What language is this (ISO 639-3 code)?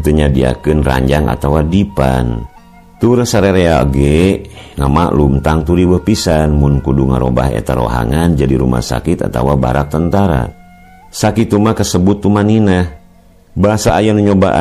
sun